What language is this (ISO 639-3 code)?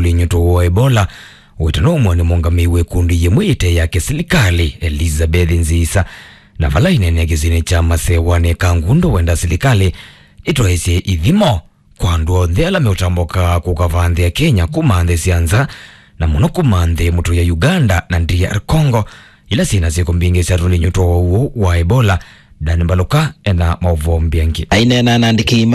kam